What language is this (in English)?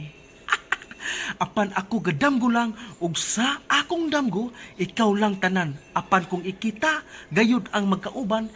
Cebuano